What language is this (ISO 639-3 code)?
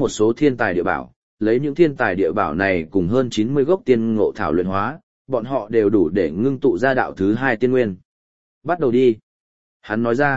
vie